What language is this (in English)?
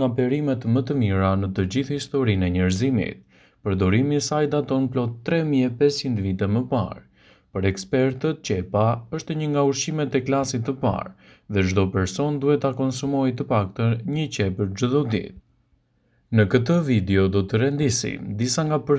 Albanian